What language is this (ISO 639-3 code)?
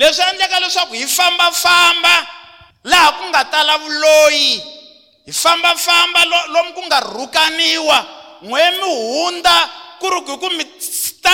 tso